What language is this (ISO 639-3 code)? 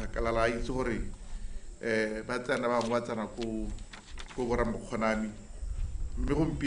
tsn